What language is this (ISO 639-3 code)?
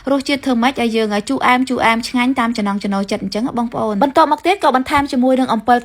khm